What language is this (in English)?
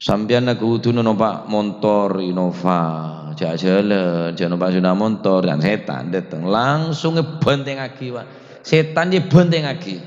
Madurese